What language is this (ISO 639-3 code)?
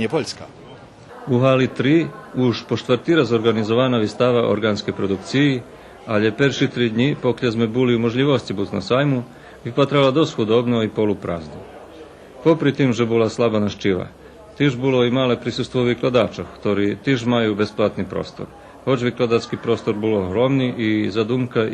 rue